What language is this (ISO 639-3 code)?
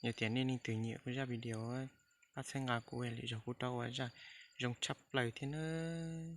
hmn